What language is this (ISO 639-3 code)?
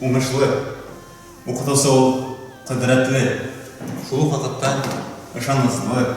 bak